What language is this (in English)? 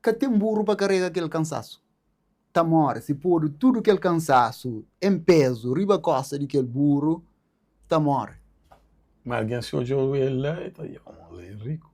Kabuverdianu